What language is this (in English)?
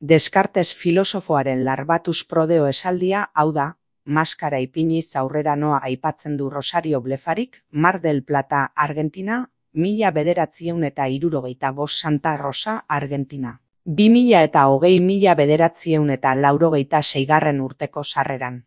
Basque